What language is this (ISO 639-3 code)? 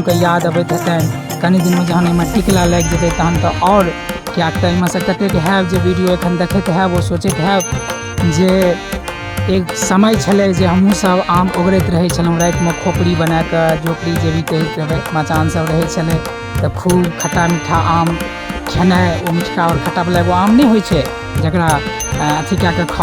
mai